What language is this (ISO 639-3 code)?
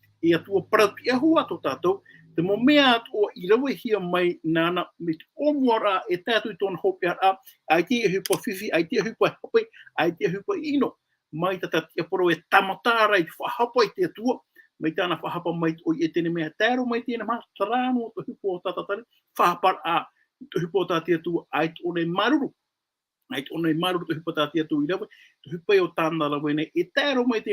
tah